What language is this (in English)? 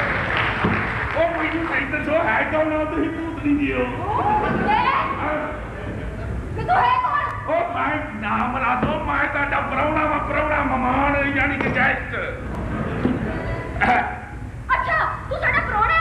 Punjabi